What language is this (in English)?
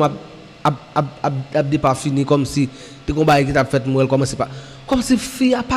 Haitian Creole